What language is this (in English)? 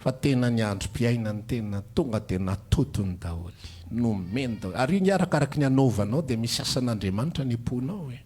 Malagasy